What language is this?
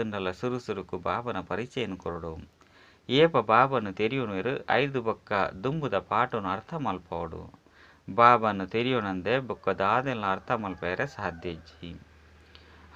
Tulu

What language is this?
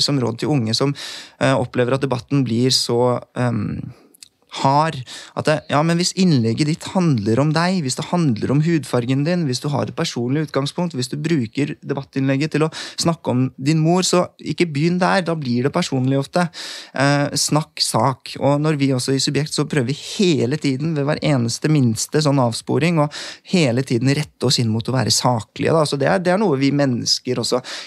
Norwegian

